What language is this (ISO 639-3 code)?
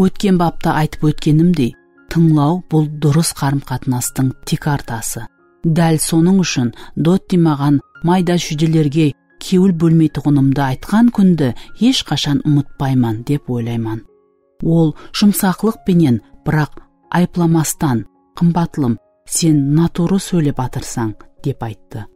kaa